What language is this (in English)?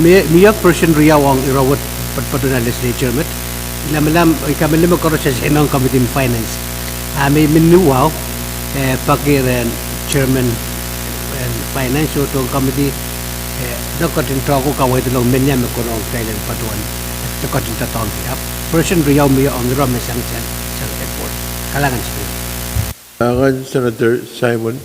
Pohnpeian